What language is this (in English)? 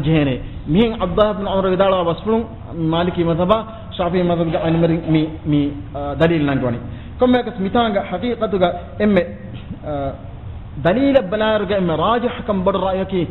Divehi